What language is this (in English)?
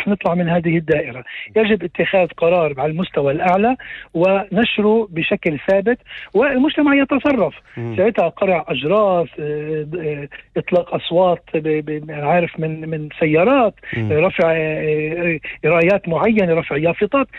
North Levantine Arabic